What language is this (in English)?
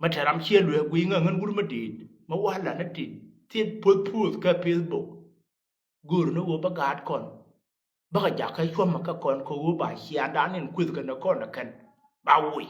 Nuer